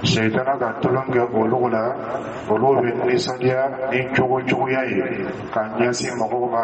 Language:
Dyula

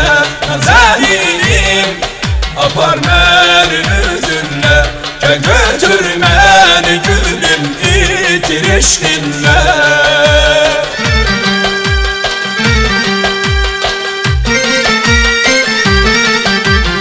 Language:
Turkish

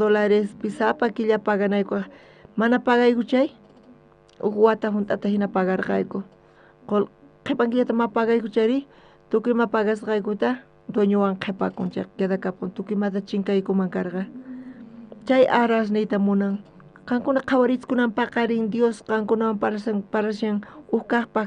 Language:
South Bolivian Quechua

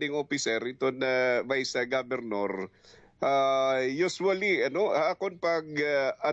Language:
Waray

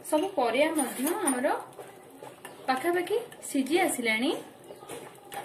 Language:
Odia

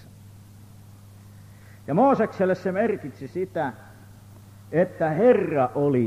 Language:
Finnish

